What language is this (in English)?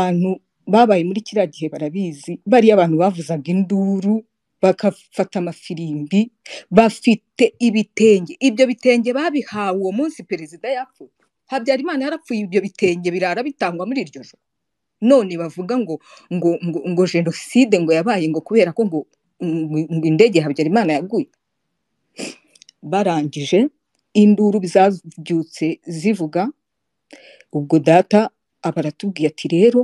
Kinyarwanda